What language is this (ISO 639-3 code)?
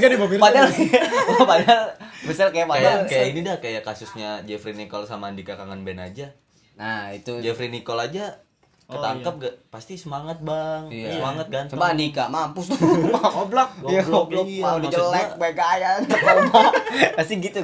ind